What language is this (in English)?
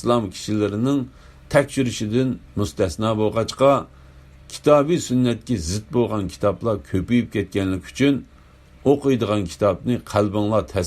Uyghur